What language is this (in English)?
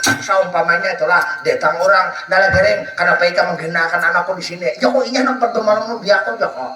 Banjar